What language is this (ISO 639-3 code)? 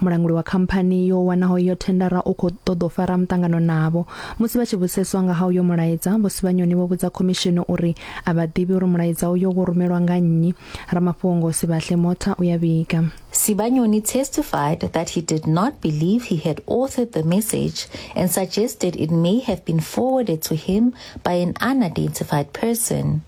ven